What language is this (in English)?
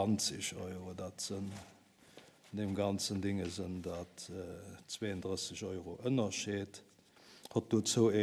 Luxembourgish